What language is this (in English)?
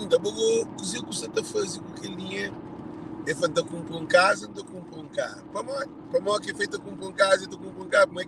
Kabuverdianu